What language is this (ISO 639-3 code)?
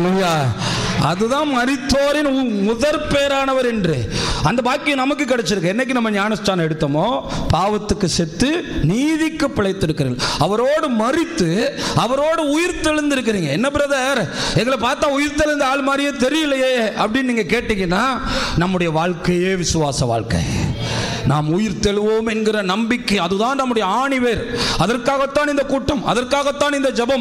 tam